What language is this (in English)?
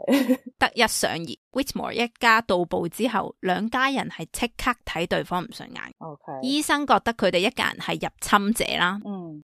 Cantonese